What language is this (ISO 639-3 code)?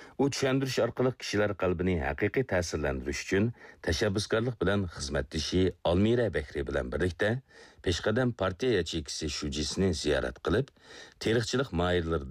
uig